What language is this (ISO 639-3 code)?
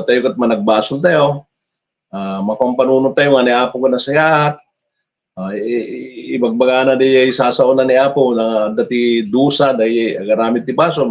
ilo